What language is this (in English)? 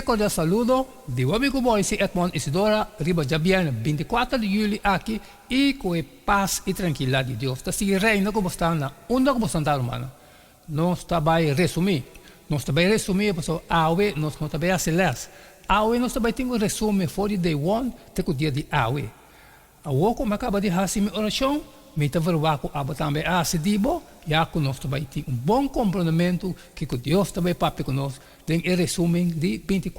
Papiamento